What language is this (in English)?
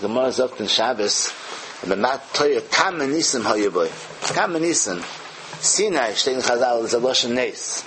Yiddish